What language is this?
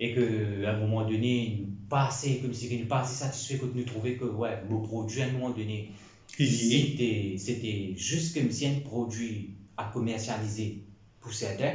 Morisyen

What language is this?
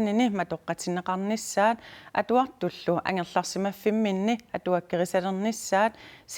Kalaallisut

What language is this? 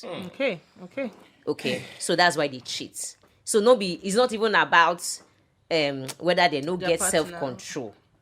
Nigerian Pidgin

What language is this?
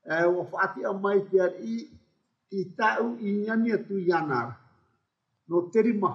Tahitian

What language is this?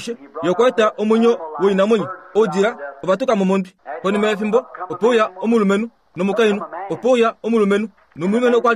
Kuanyama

